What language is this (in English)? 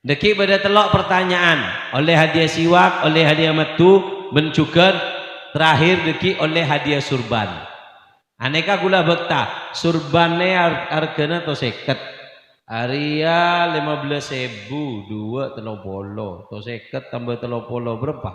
Madurese